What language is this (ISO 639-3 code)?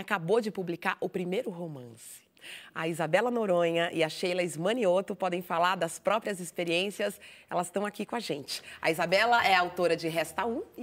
por